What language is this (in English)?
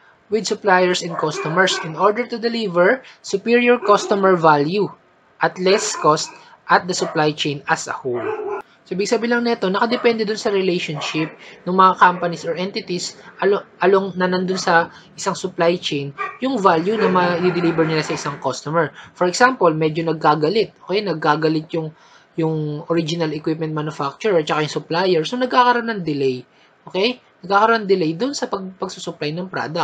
Filipino